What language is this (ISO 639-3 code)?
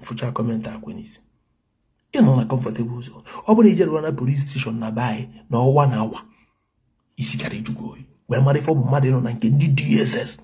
ibo